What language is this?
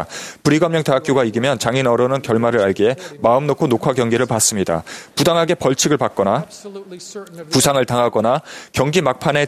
Korean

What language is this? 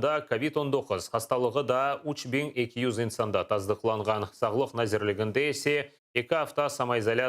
Crimean Tatar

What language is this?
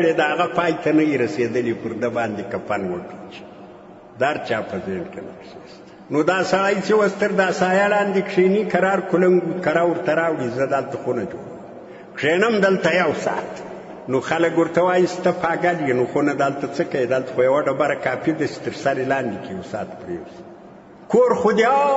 Pashto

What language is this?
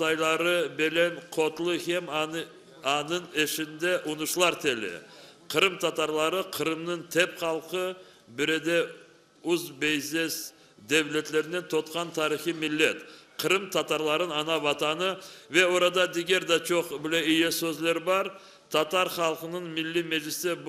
Crimean Tatar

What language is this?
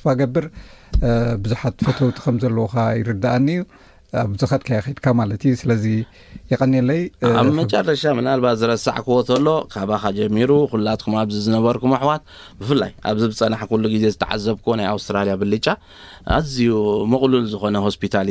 Tigrinya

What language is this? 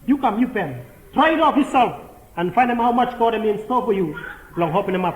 Bislama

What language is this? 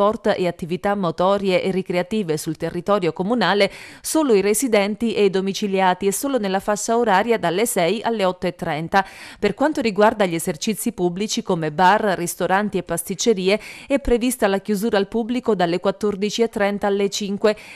Italian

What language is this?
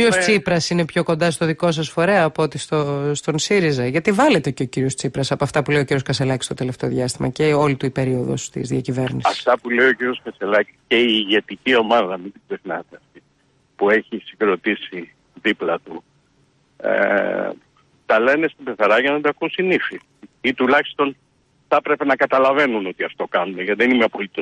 Greek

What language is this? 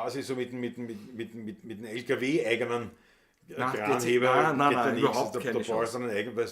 Bavarian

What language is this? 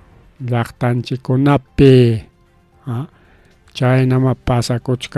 Ayacucho Quechua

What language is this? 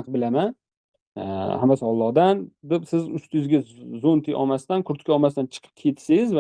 Uzbek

